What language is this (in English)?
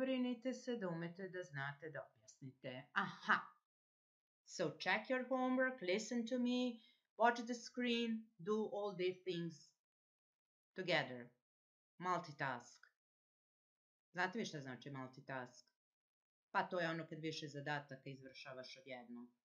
Serbian